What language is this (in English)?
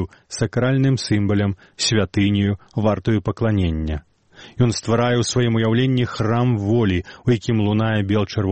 Belarusian